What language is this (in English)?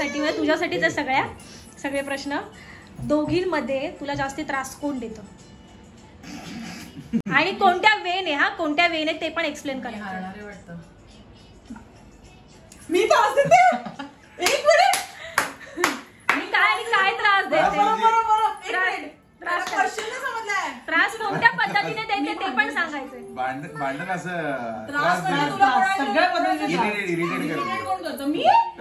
Marathi